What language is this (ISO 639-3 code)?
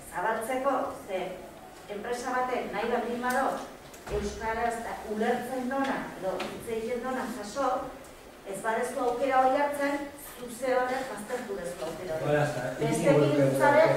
eus